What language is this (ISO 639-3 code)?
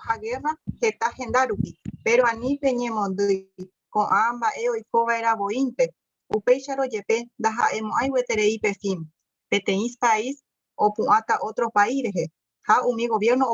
grn